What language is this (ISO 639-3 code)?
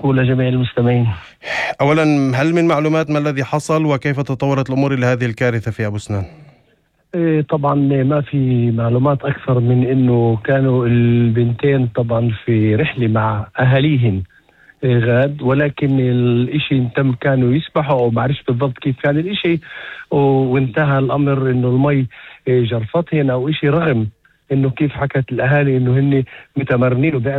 apc